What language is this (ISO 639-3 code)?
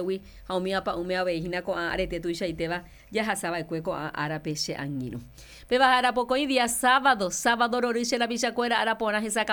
grn